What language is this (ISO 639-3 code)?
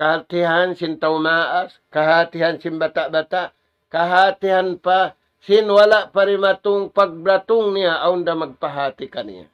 tsg